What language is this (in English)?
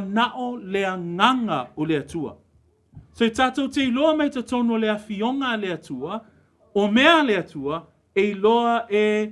Samoan